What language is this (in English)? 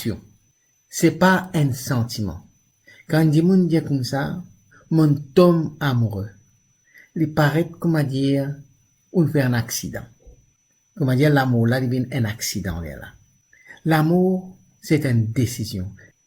Morisyen